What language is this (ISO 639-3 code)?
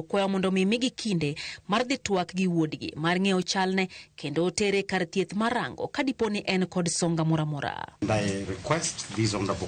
luo